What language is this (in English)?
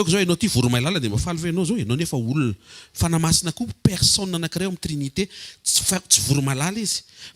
Malagasy